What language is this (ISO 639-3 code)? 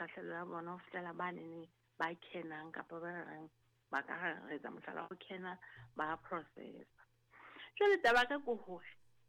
sot